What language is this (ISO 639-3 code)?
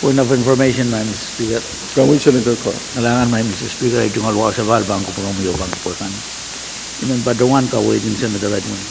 pon